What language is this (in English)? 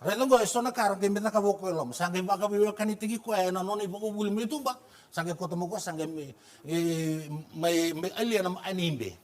Fijian